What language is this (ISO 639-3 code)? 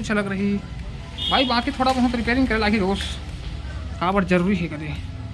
hne